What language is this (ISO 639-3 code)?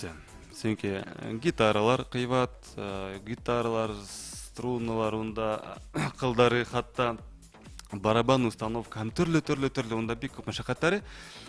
bak